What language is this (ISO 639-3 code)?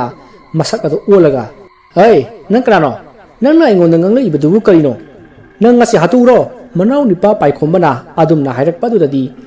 mni